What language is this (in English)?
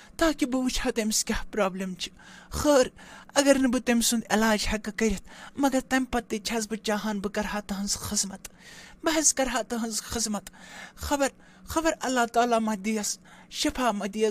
Kashmiri